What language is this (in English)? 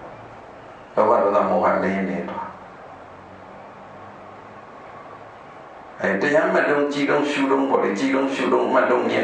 Burmese